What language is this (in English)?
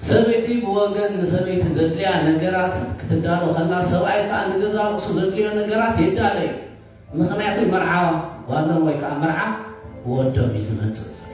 Tigrinya